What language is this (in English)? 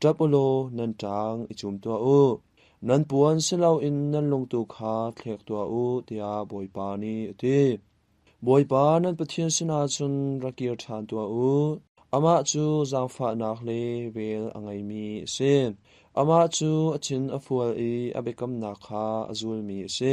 Hakha Chin